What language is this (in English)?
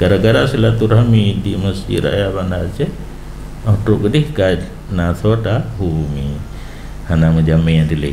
Achinese